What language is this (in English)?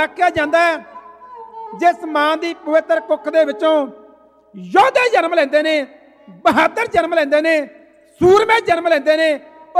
Punjabi